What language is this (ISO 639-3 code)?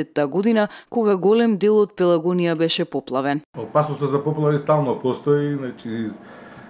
mkd